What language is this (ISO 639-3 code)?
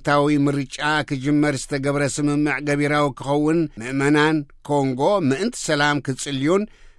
tir